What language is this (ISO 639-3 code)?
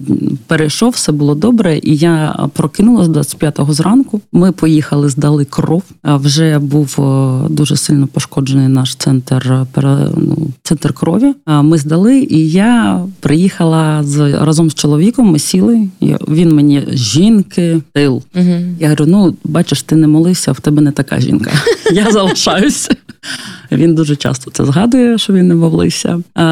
ukr